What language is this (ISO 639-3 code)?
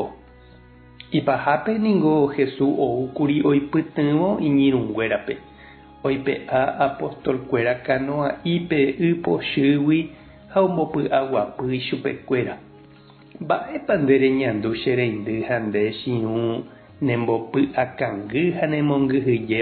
grn